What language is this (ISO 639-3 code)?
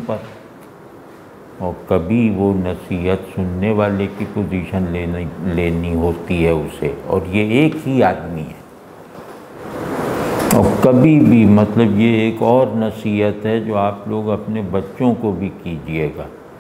urd